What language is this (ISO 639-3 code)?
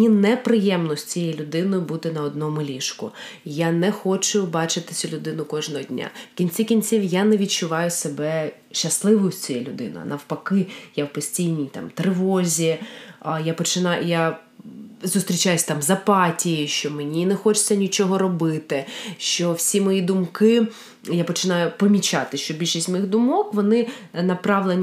ukr